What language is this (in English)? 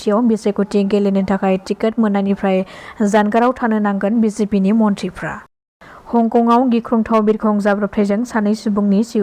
Bodo